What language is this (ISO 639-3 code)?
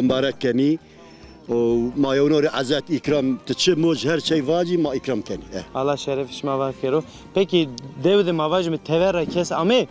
zza